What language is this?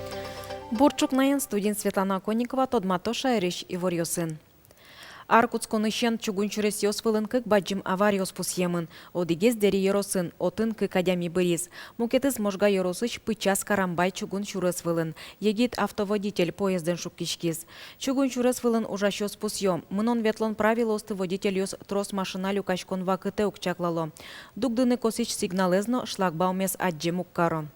Udmurt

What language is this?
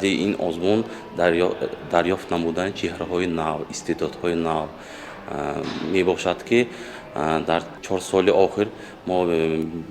Tajik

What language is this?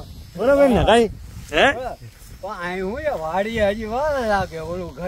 Gujarati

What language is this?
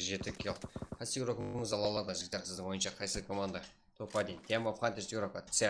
Kara-Kalpak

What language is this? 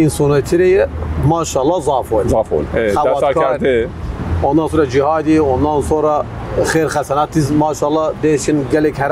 Zaza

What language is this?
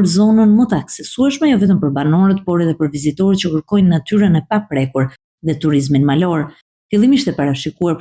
Albanian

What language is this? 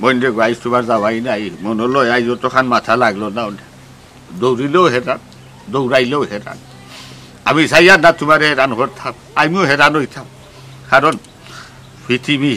Sylheti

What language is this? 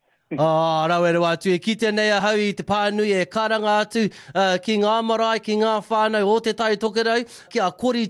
Māori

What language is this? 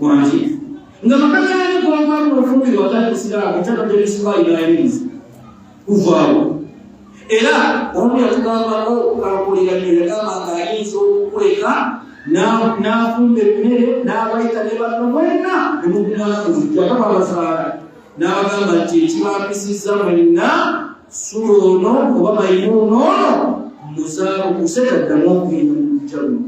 Ganda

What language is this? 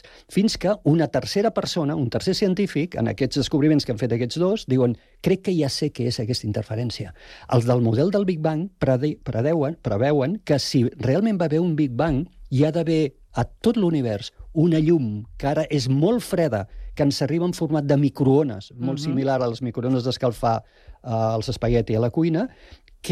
Catalan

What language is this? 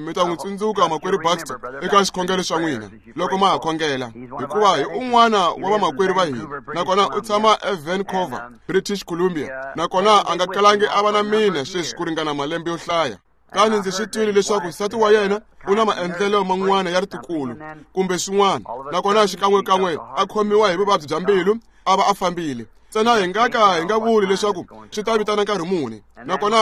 Tsonga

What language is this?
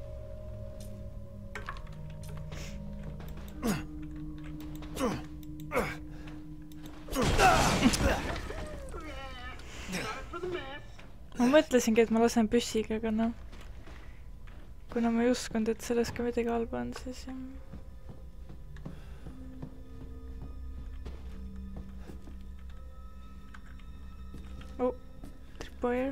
Estonian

